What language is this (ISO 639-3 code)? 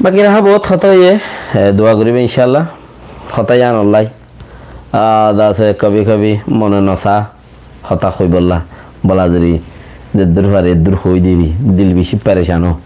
rhg